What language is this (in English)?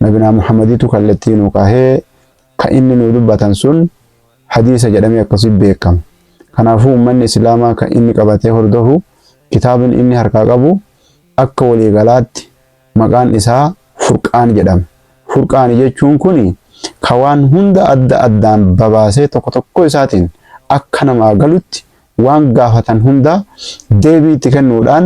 Oromo